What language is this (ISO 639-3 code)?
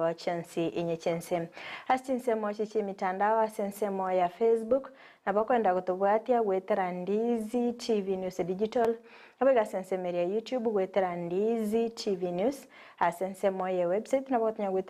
guz